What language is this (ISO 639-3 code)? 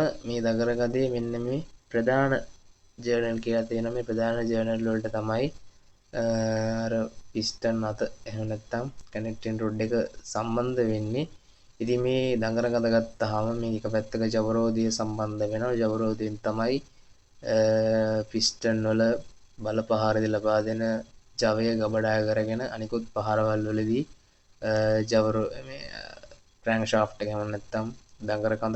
sin